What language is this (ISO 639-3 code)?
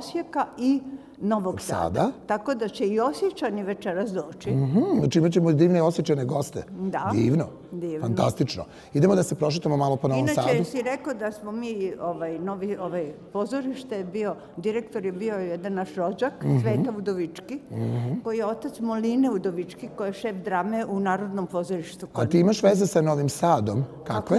srp